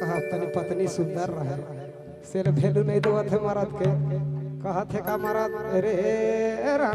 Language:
Sadri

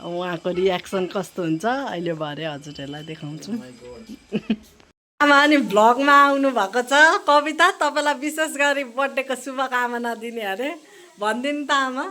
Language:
Nepali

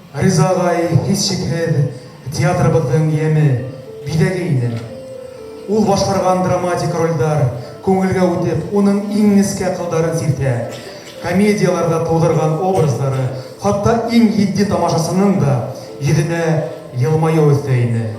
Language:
Bashkir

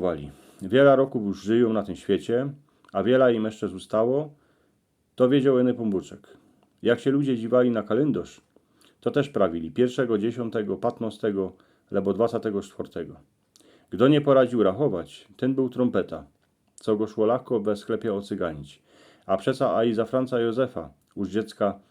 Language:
Silesian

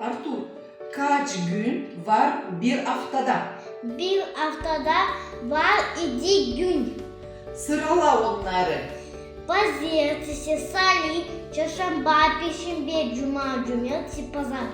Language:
Gagauz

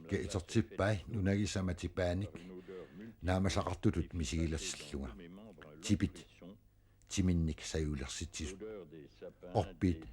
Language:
Kalaallisut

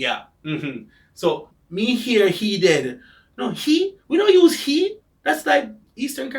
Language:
Jamaican Creole English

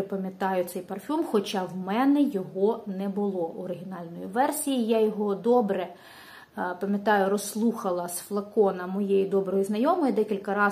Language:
Ukrainian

